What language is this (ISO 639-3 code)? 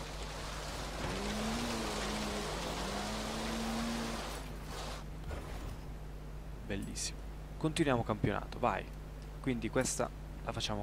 ita